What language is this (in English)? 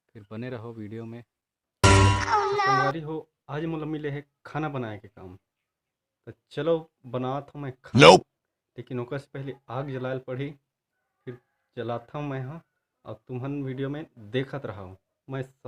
Chhattisgarhi